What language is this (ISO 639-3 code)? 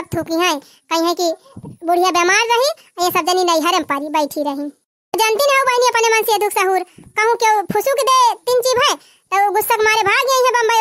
awa